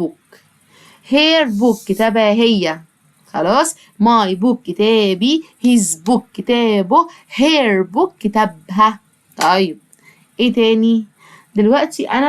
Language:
Egyptian Arabic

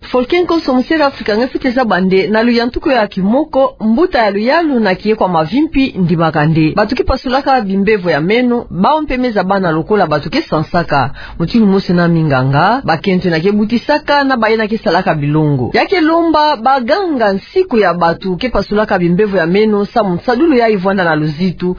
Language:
Kituba (Democratic Republic of Congo)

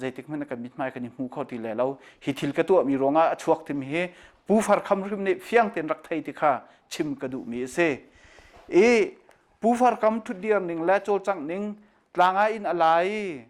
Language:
Hakha Chin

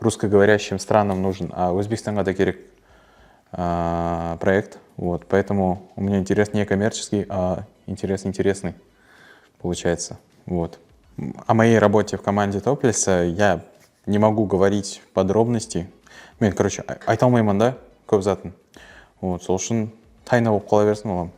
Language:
Kara-Kalpak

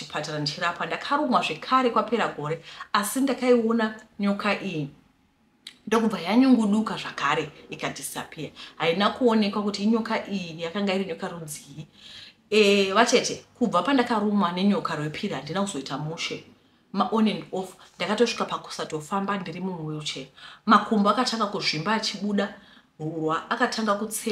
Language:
Shona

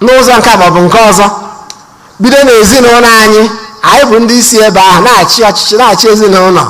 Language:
Igbo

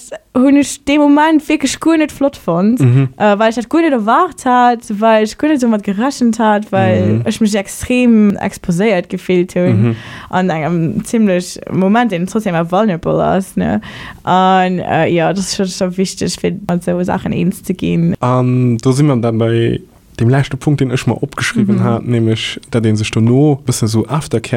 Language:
Luxembourgish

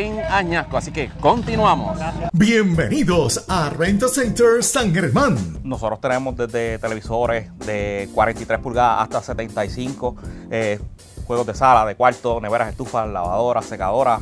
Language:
Spanish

